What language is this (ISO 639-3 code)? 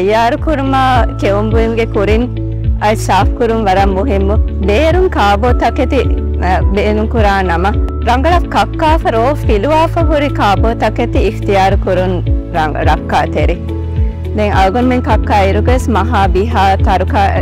div